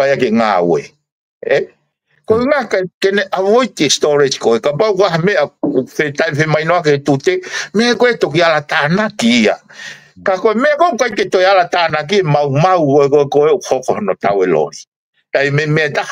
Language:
Tongan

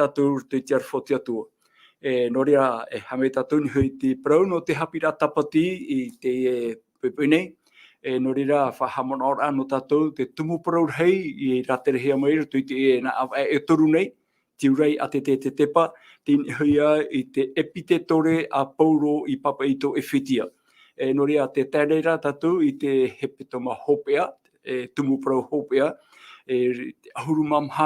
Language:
Tahitian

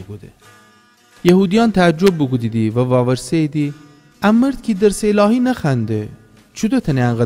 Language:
Gilaki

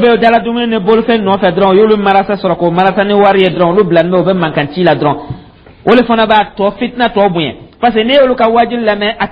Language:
Dyula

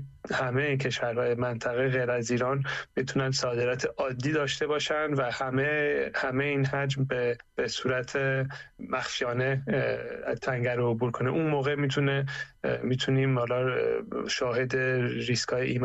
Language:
Persian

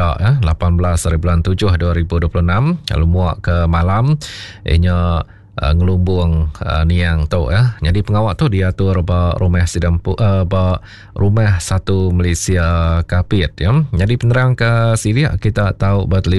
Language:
Iban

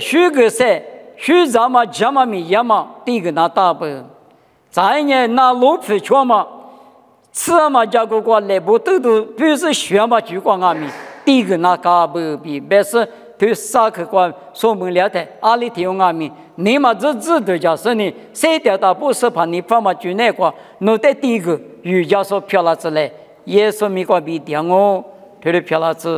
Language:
Lisu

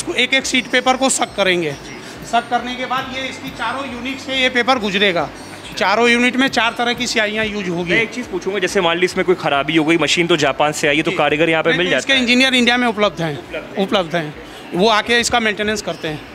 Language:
Hindi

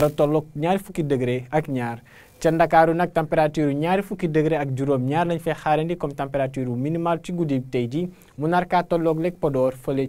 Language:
Wolof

